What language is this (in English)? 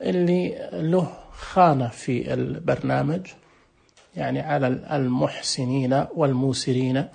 Najdi Arabic